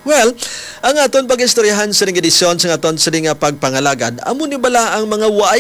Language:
Hiligaynon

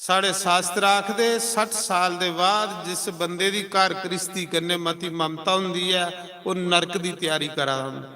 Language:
Dogri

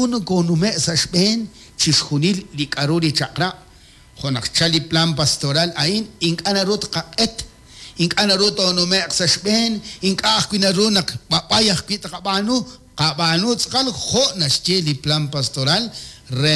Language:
Kekchí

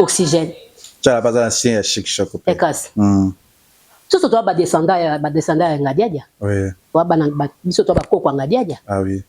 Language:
Lingala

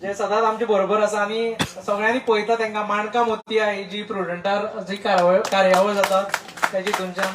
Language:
Konkani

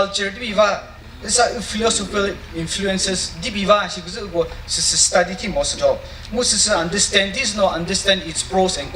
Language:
Chokri Naga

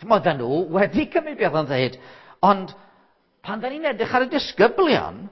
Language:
Welsh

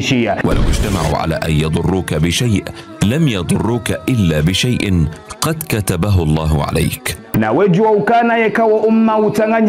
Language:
Ngazidja Comorian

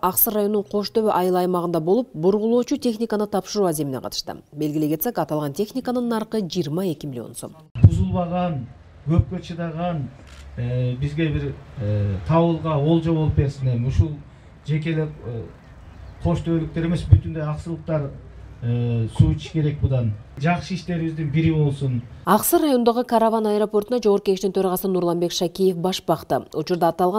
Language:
Kyrgyz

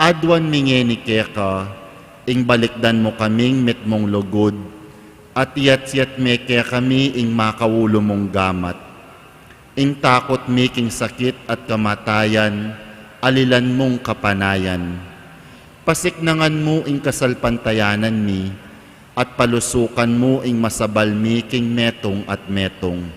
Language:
Pampanga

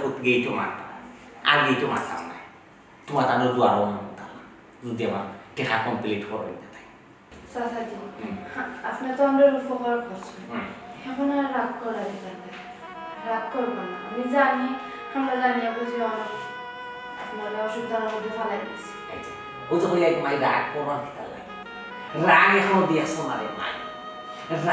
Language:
Sylheti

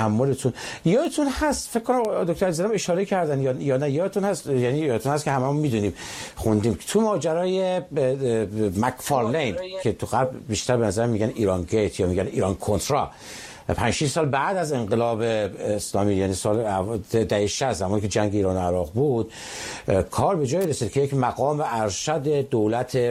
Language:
Persian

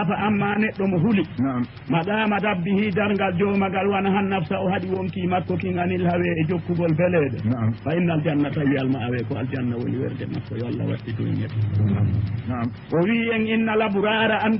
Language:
Fula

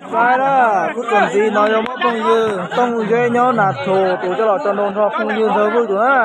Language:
Hmong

